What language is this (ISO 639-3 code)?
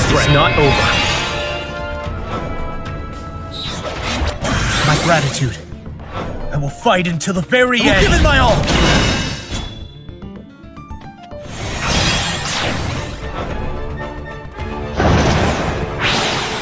eng